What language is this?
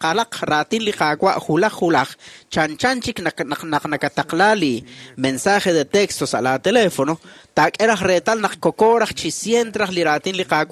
Kekchí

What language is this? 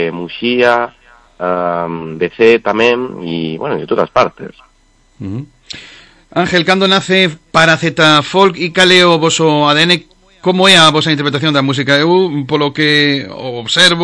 Galician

